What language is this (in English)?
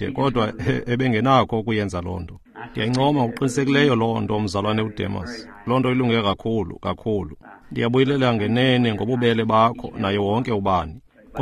Xhosa